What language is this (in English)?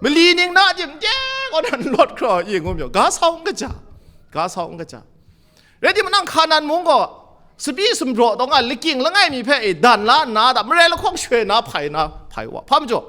Kachin